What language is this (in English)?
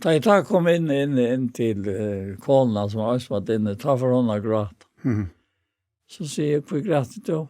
Faroese